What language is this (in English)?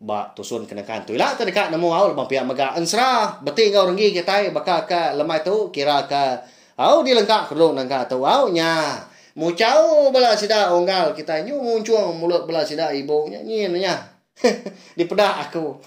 Iban